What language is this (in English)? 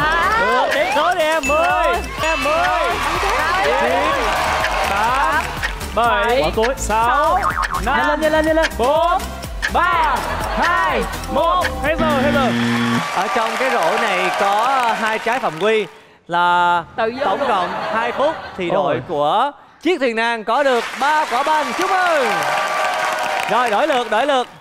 Vietnamese